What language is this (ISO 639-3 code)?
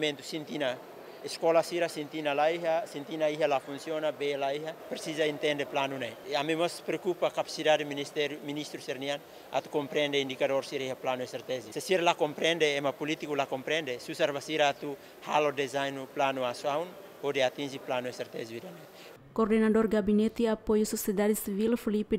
tet